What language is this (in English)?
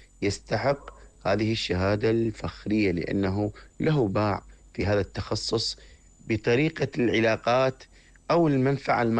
Mesopotamian Arabic